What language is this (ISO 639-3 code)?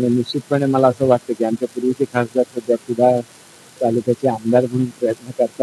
mar